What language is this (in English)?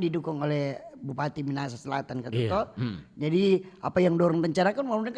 Manado Malay